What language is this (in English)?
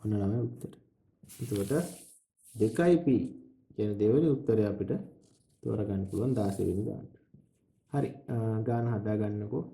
Sinhala